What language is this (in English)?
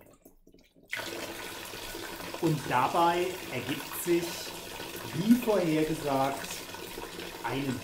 German